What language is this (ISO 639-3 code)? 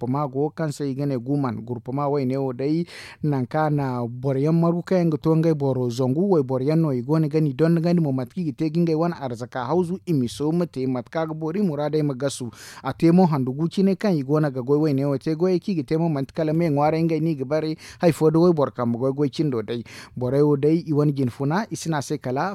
dje